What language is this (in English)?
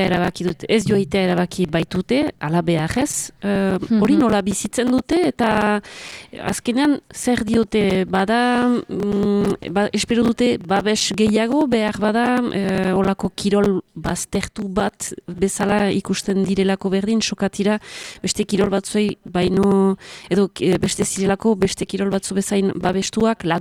Basque